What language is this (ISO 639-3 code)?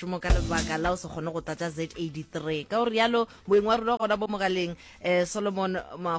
nso